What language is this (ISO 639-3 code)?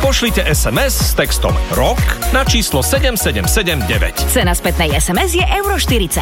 slk